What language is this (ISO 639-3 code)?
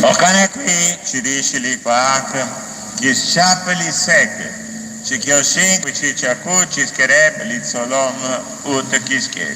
kek